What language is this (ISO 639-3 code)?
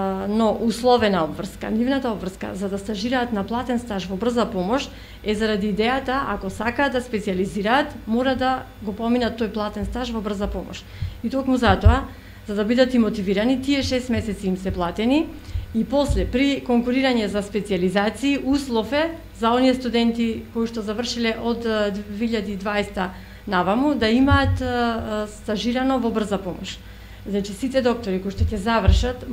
mkd